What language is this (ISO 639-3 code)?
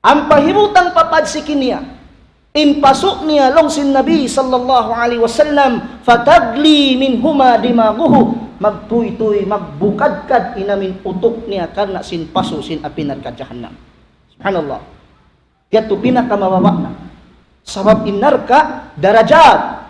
tsg